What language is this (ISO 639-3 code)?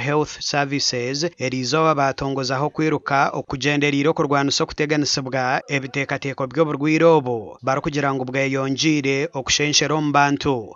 nyn